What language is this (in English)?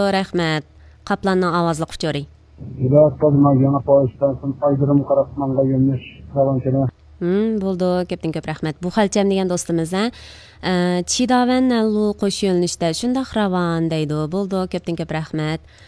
Uyghur